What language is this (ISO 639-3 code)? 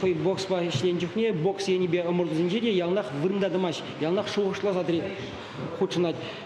chv